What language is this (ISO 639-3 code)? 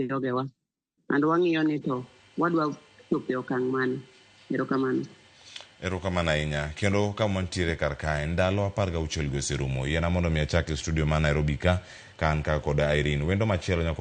luo